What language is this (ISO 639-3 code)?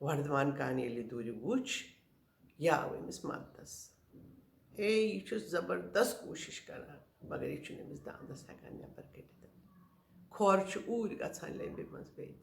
kas